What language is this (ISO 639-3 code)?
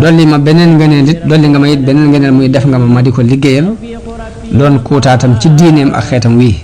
wol